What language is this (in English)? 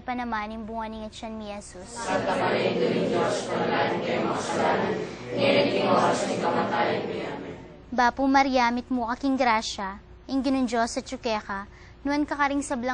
Pampanga